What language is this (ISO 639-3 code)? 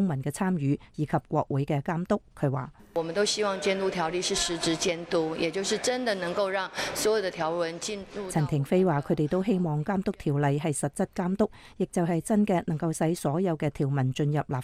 yue